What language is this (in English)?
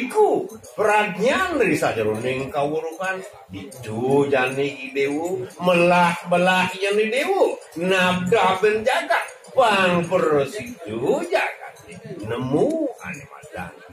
Balinese